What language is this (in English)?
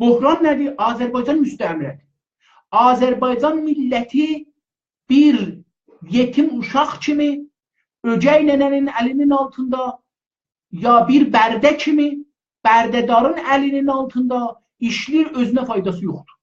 South Azerbaijani